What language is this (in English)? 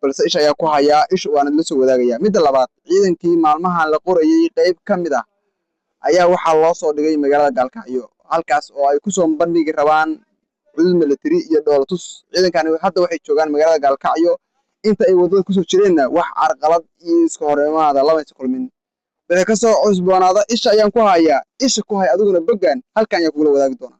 Somali